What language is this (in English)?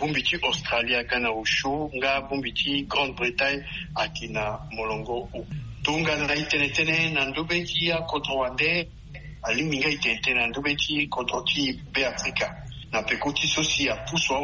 Sango